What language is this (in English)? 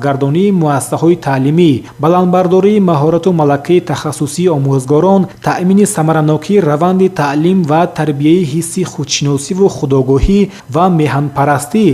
Tajik